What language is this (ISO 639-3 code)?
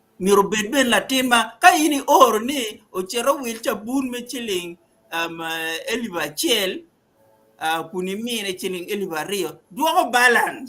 ach